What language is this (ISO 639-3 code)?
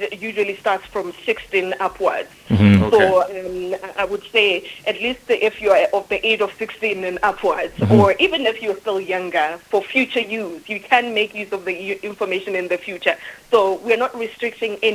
eng